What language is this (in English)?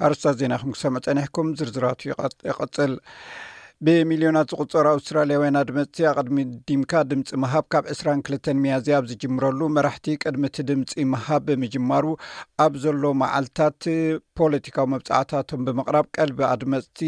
Tigrinya